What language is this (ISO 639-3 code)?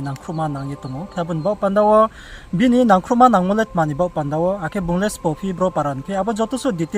ria